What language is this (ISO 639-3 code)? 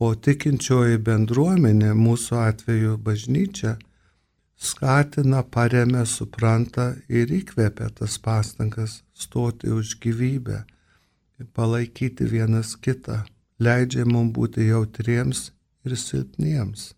lit